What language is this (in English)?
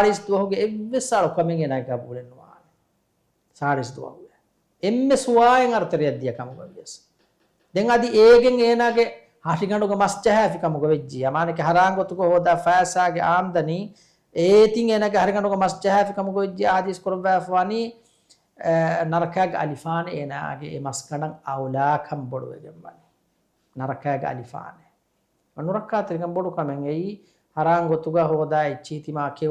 Divehi